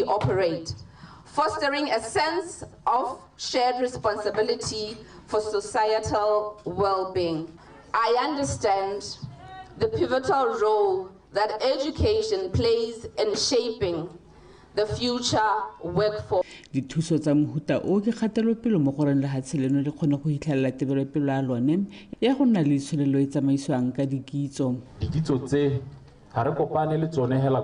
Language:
Tswana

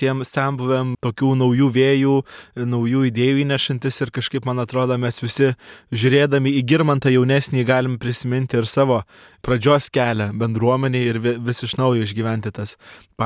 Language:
Lithuanian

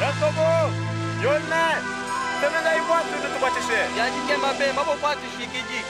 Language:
Luba-Lulua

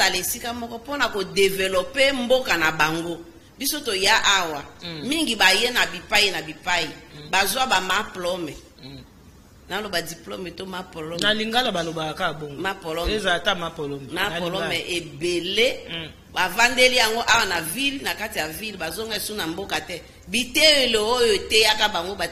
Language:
Lingala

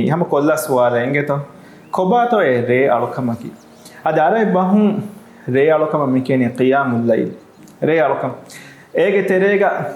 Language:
Divehi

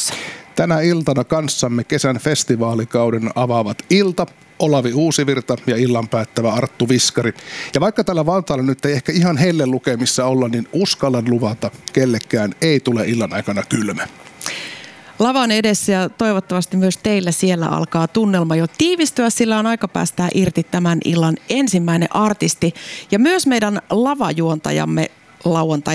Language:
Finnish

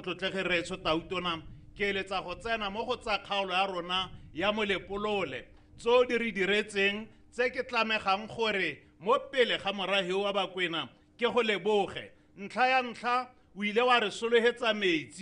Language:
Tswana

